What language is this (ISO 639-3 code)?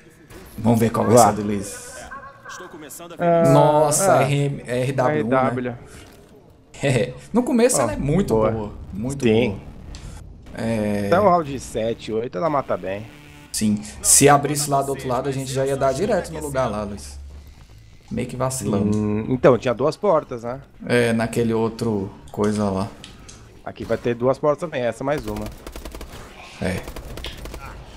por